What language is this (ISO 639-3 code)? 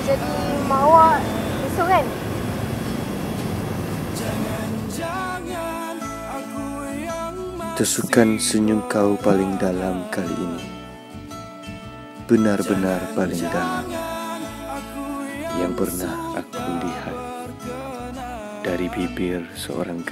msa